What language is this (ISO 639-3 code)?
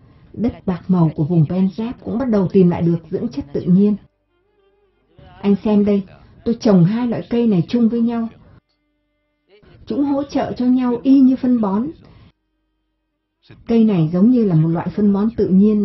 vie